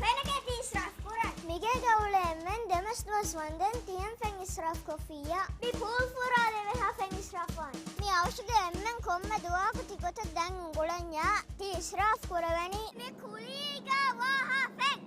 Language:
Divehi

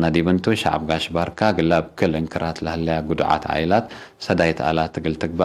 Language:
Tigre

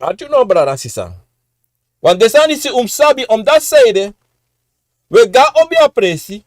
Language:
Sranan Tongo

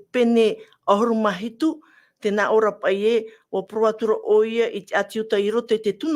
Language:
Tahitian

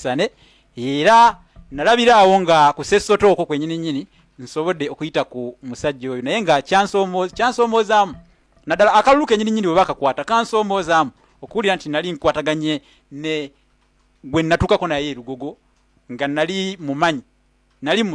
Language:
Ganda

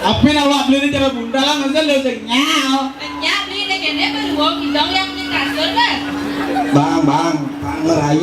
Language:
Balinese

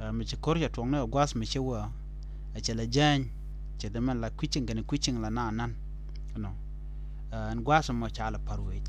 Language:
Nuer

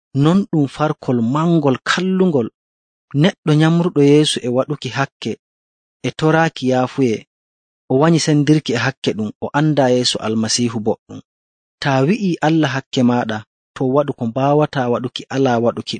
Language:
Nigerian Fulfulde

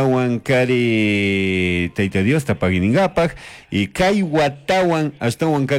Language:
Chimborazo Highland Quichua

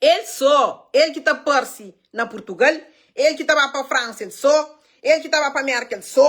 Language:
Kabuverdianu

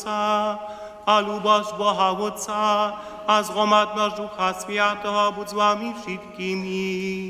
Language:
Upper Sorbian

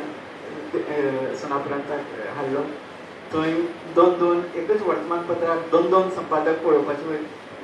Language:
Konkani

